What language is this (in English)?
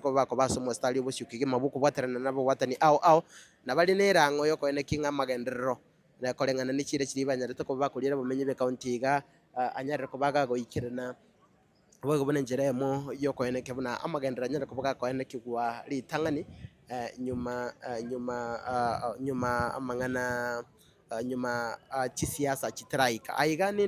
Gusii